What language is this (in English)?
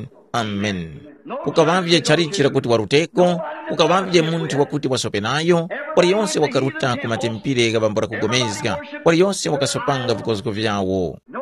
Tumbuka